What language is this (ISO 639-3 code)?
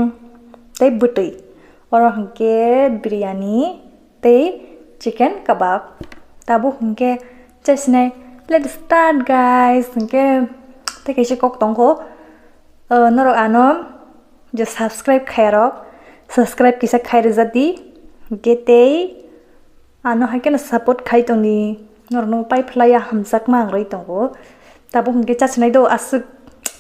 trp